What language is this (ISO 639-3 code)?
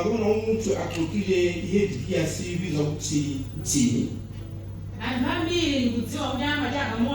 nya